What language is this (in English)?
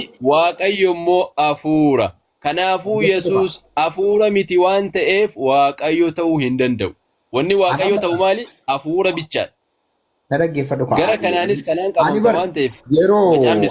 Oromo